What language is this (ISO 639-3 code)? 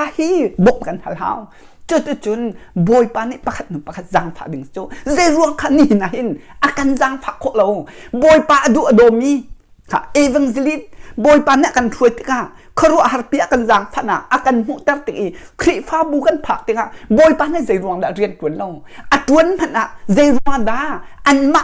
cnh